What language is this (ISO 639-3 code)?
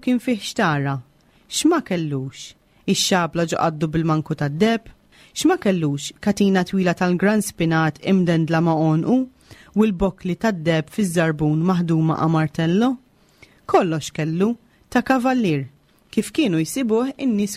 mlt